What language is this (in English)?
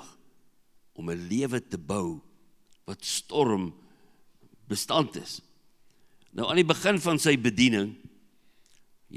Afrikaans